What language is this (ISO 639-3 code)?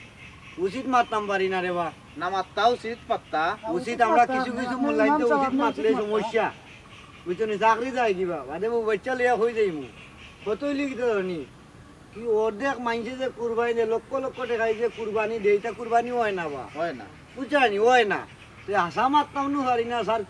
syl